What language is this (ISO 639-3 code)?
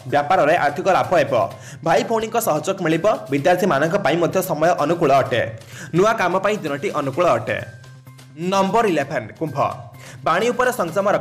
ori